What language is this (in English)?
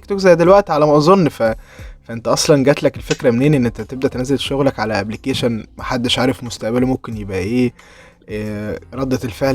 Egyptian Arabic